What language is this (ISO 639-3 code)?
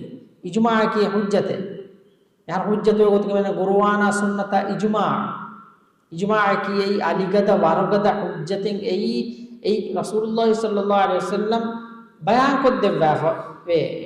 div